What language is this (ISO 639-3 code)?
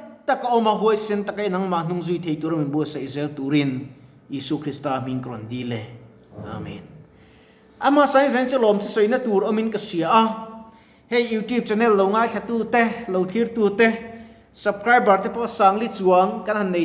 lus